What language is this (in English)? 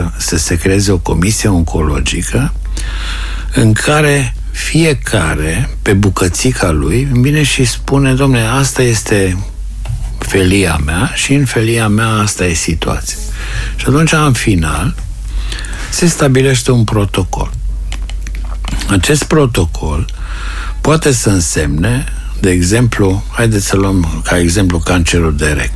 Romanian